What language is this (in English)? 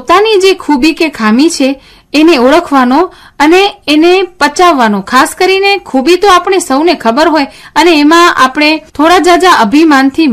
Gujarati